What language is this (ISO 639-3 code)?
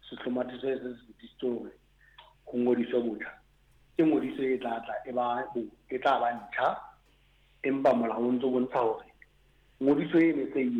sot